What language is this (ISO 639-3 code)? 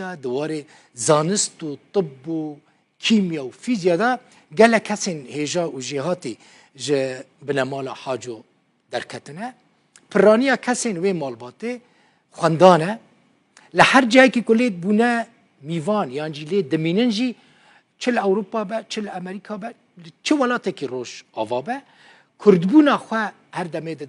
kur